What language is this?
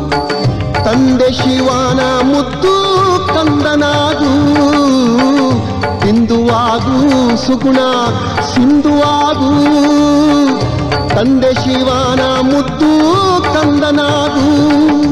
Kannada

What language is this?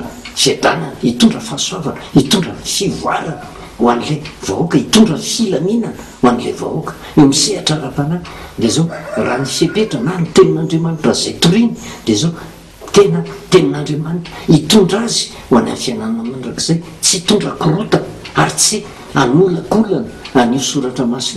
Malagasy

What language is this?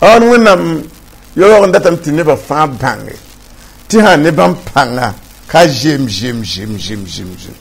Mossi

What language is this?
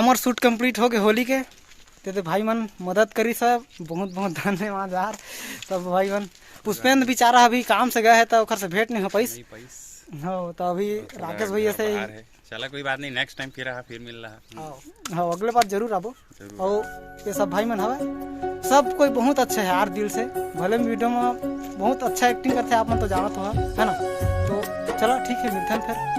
Chhattisgarhi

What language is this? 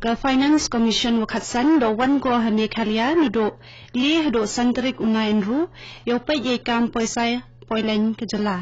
Khasi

